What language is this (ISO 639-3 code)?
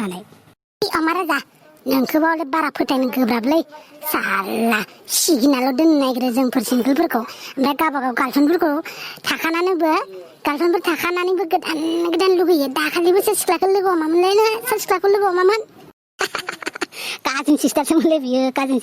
brx